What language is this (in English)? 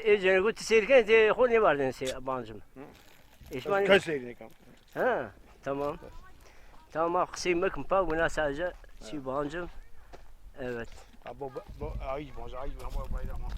Zaza